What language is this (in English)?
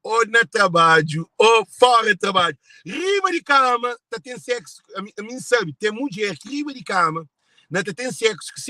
Kabuverdianu